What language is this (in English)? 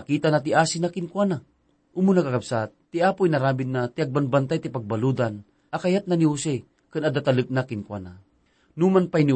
Iloko